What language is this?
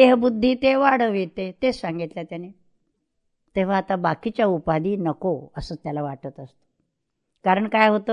Marathi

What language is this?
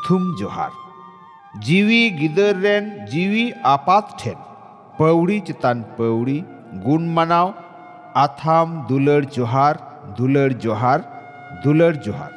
Santali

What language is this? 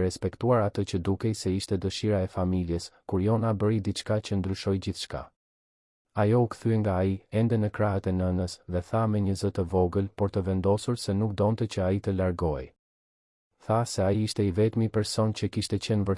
Albanian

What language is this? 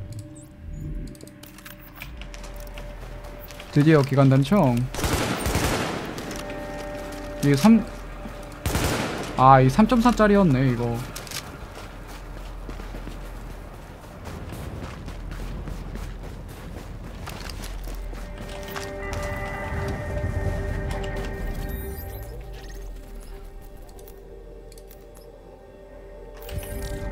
Korean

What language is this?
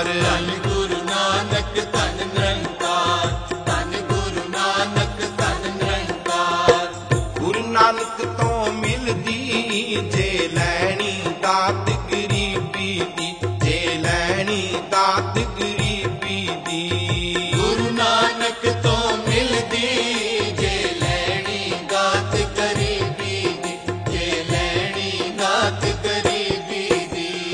Punjabi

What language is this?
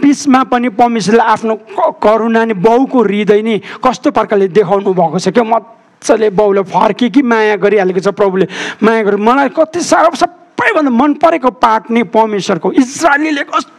Nepali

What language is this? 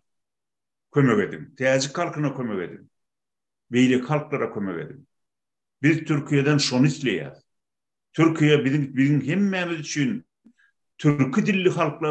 Turkmen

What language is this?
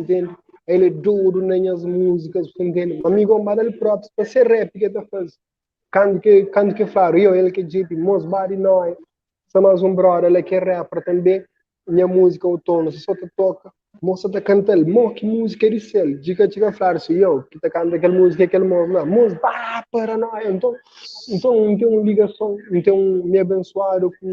Kabuverdianu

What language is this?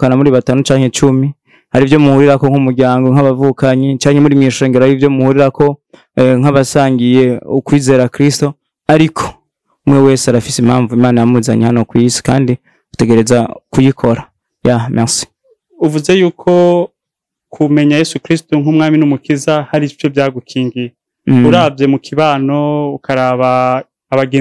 Rundi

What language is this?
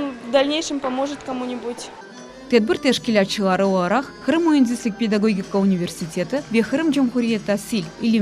Crimean Tatar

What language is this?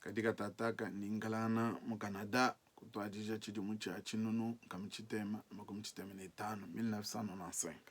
Luba-Lulua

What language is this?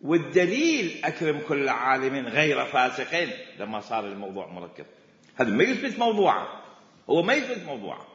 Mesopotamian Arabic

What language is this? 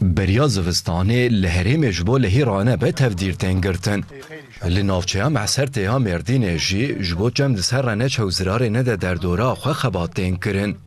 Kurdish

